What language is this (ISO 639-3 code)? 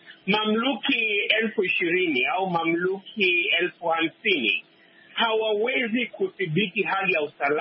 swa